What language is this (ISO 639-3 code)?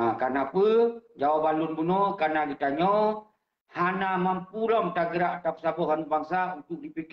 ace